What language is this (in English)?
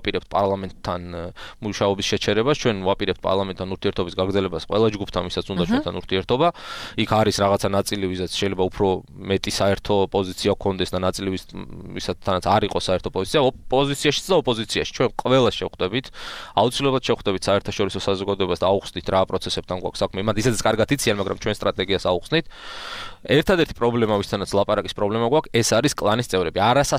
Georgian